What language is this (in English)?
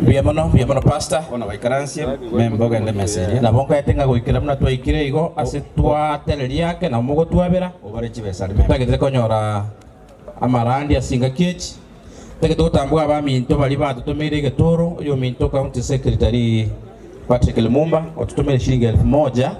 Gusii